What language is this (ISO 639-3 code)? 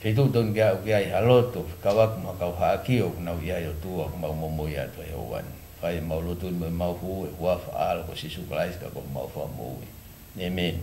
ton